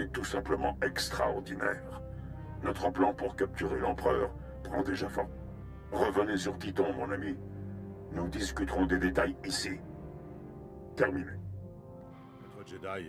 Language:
French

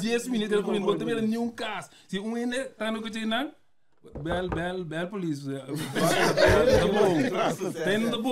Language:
Papiamento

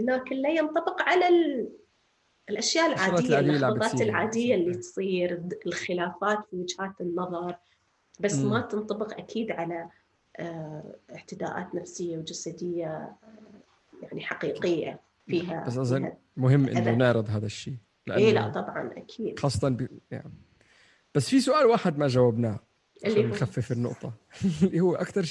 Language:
North Levantine Arabic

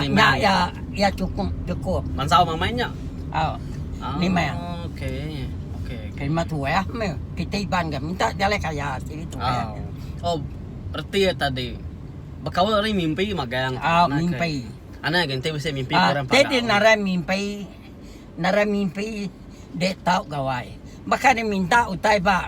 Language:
Iban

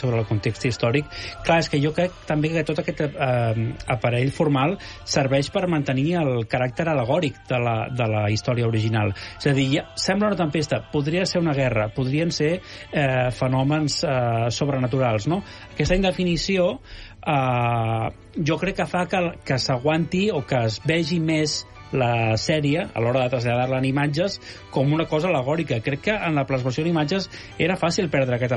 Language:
Catalan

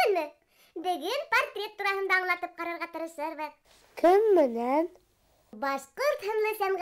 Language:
Bashkir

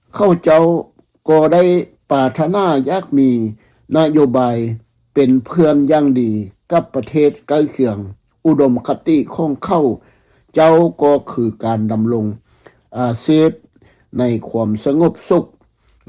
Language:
Lao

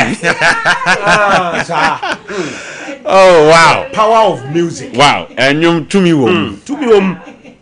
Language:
Akan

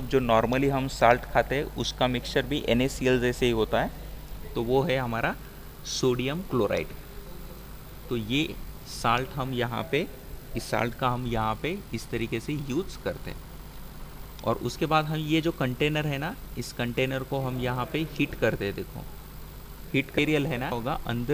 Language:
Hindi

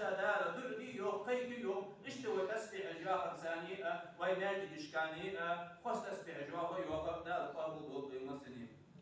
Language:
Ingush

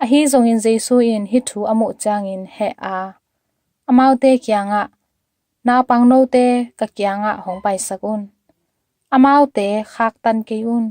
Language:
Tedim Chin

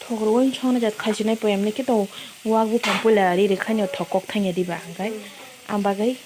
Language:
Kok Borok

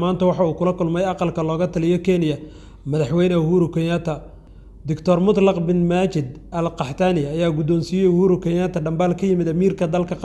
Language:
Somali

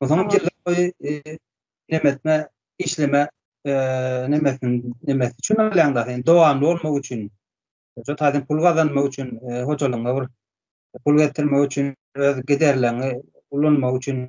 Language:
Turkmen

